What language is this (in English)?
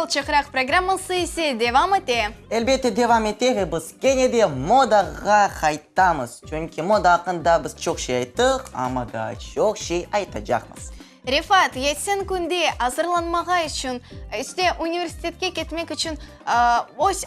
Crimean Tatar